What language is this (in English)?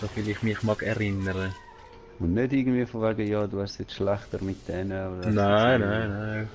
Swiss German